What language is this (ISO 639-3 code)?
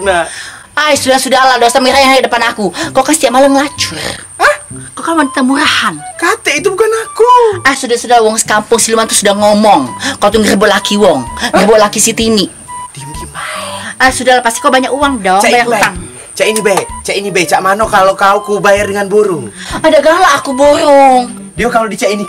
mui